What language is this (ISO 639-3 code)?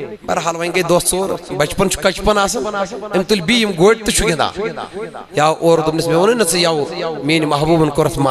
kas